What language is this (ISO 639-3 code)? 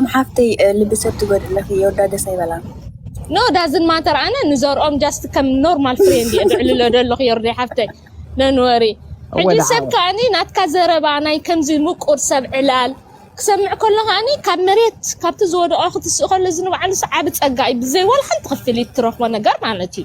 tir